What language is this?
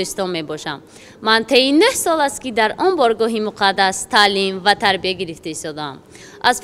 Tajik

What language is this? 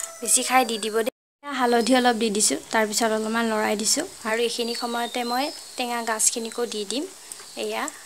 Assamese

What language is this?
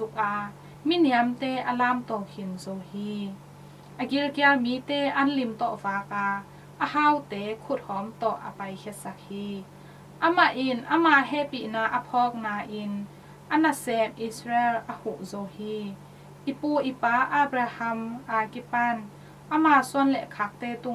Tedim Chin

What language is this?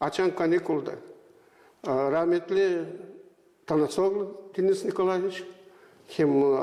Gagauz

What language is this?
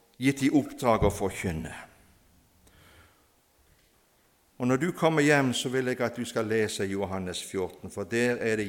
Norwegian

